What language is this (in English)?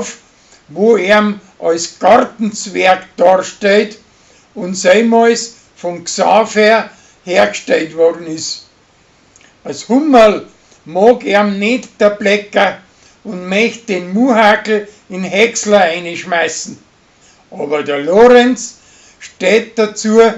Bavarian